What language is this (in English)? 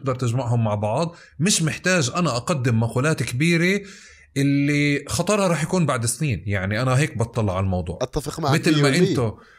North Levantine Arabic